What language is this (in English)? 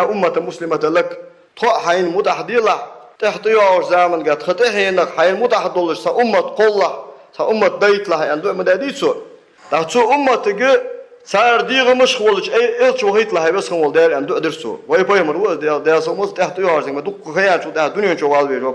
Ingush